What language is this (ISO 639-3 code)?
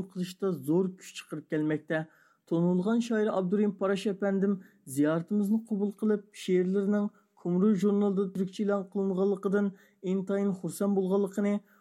uig